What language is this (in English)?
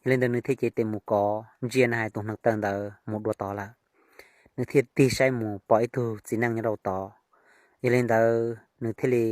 Hmong